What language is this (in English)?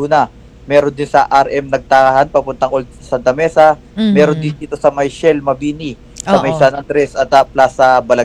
Filipino